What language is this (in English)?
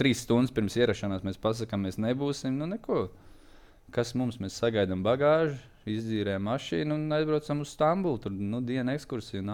Latvian